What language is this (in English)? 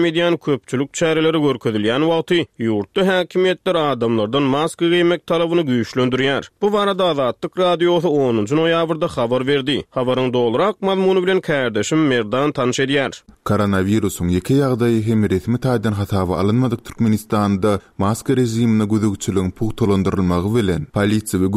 Turkmen